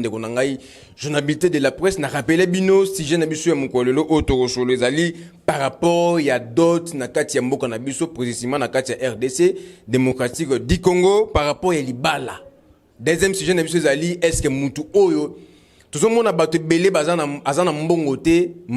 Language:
Lingala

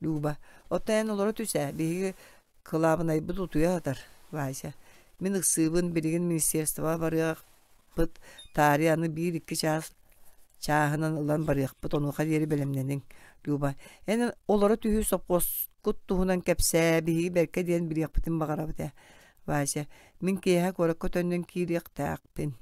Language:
Yakut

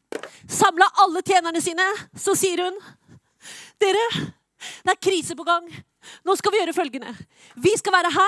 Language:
Norwegian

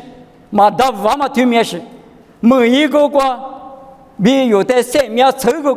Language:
Lisu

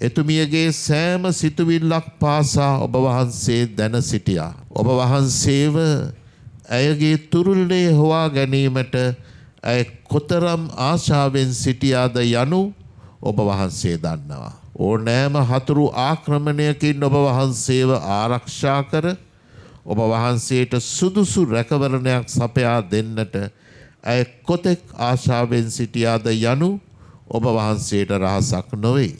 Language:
Sinhala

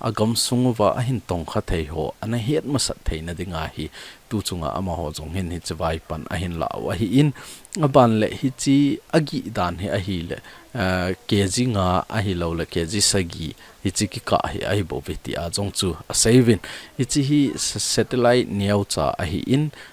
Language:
Thado Chin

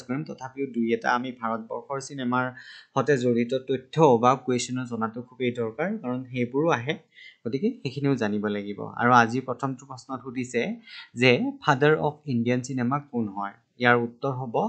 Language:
Assamese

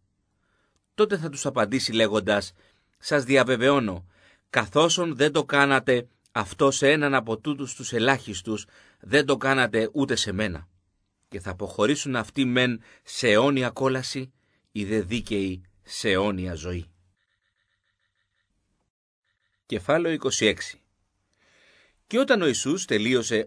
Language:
Greek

